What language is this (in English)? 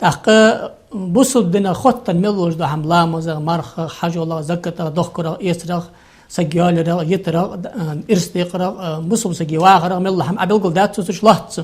Ingush